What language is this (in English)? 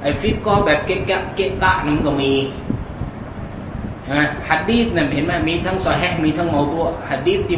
Thai